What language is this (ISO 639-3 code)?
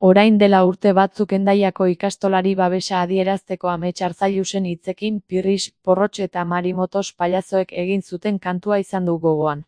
eus